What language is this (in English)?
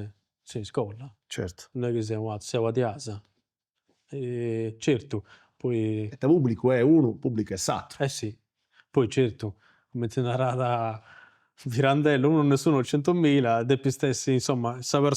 Sardinian